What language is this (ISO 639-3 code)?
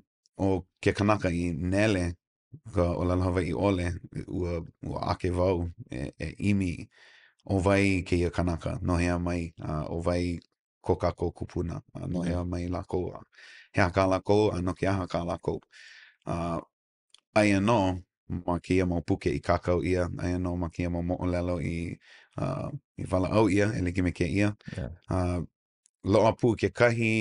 haw